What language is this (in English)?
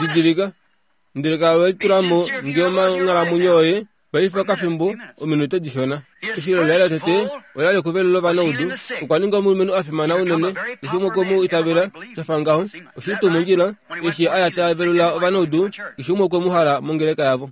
Kuanyama